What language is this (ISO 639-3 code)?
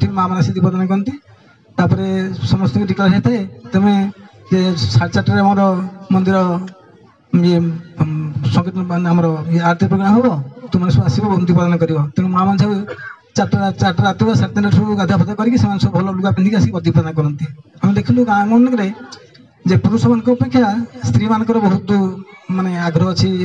ori